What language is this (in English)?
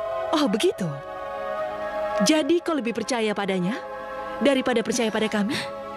Indonesian